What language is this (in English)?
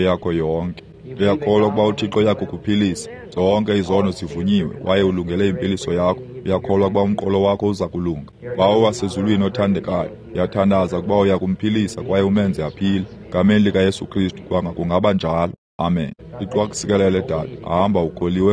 Xhosa